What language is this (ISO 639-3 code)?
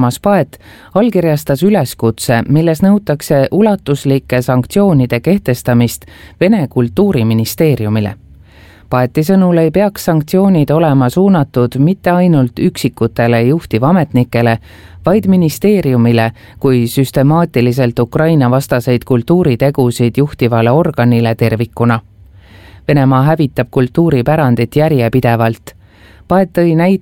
est